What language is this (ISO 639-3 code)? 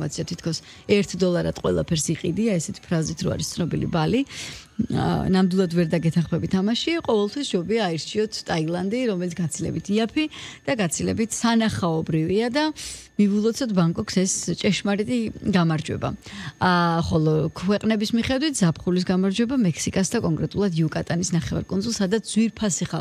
kat